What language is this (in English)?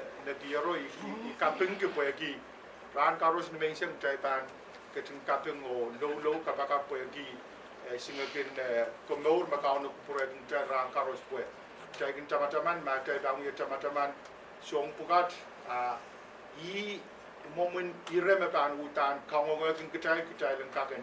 Pohnpeian